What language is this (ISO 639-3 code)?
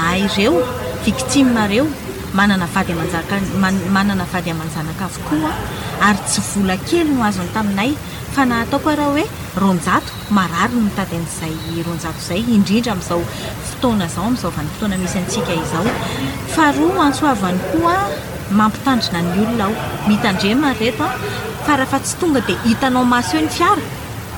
mlg